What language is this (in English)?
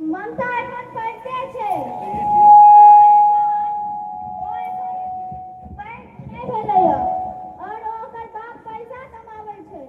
Maithili